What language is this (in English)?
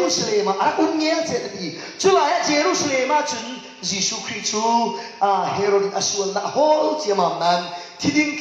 Falam Chin